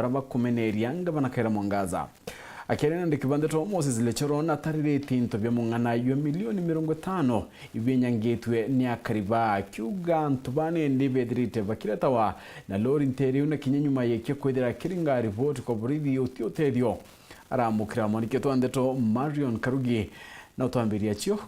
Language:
Meru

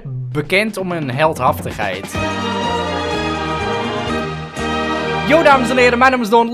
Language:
Dutch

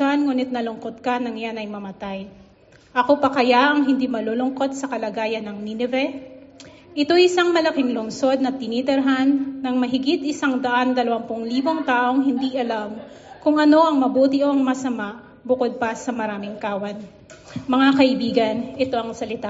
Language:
Filipino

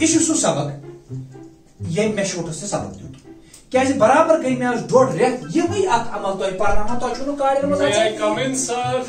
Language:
Kashmiri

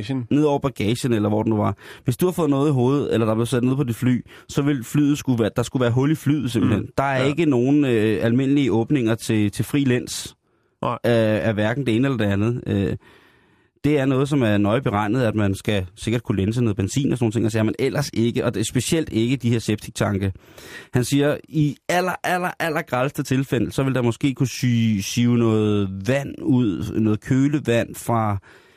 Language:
Danish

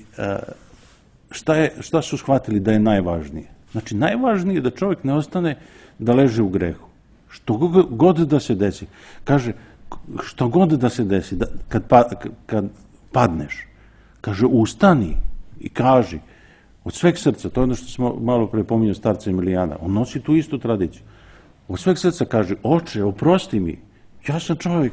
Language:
Serbian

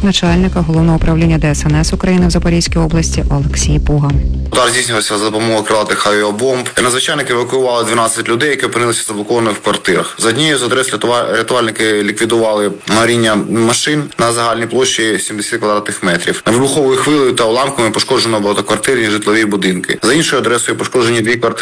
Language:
Ukrainian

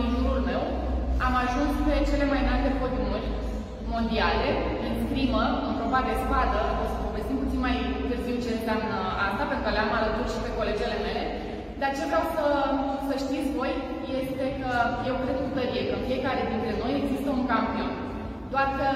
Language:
Romanian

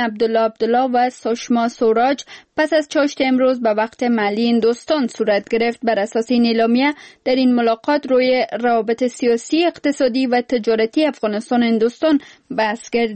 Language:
Persian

